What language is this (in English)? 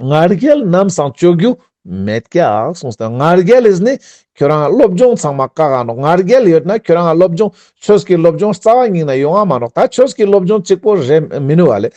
Ladakhi